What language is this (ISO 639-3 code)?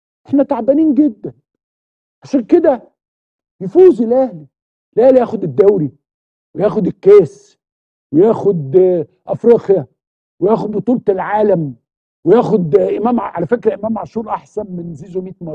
arz